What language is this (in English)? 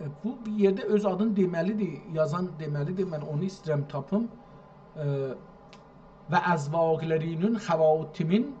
South Azerbaijani